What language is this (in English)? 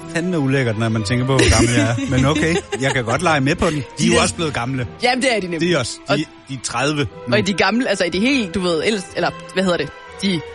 Danish